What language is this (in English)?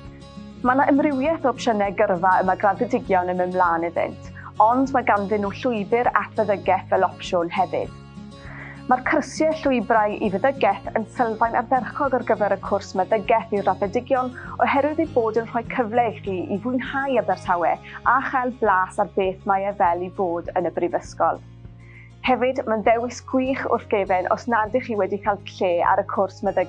Welsh